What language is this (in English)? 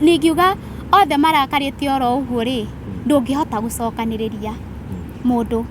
Kikuyu